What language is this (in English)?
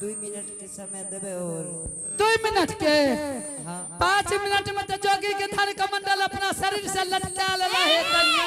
Angika